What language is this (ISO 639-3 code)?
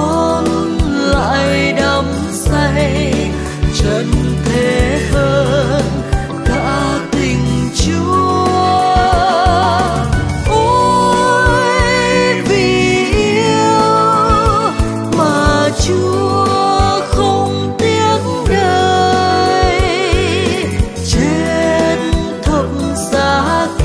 vie